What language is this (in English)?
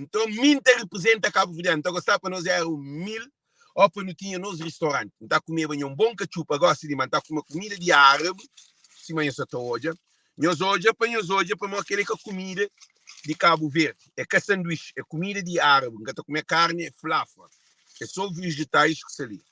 Kabuverdianu